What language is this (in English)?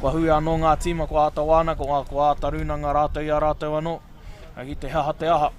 Māori